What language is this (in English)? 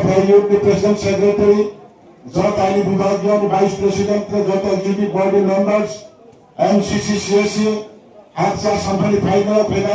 Riang (India)